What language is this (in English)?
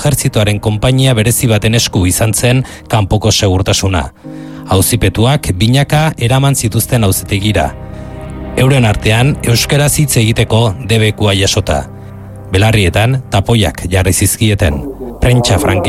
Basque